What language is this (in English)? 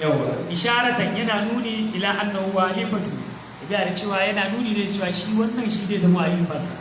Hausa